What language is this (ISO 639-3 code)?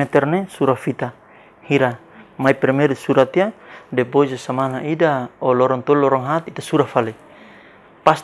tet